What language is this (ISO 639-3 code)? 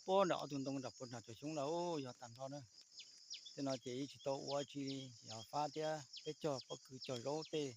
hmn